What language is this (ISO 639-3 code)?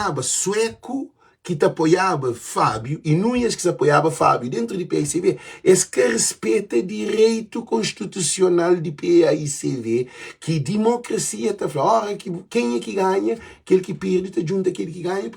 kea